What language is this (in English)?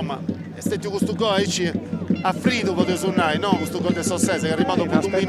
Sardinian